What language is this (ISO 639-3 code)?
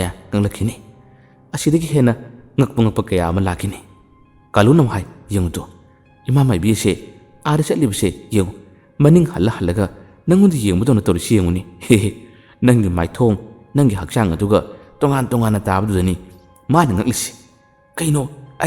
mni